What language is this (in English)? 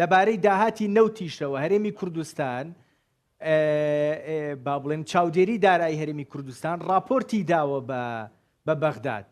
Central Kurdish